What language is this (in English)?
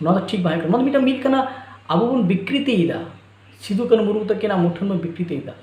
Santali